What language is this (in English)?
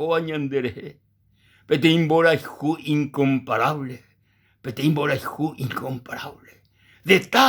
Guarani